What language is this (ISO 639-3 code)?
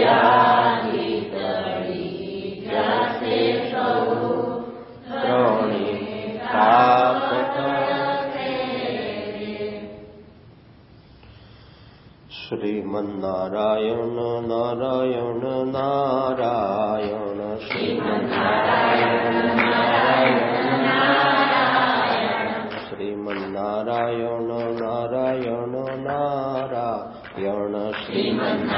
guj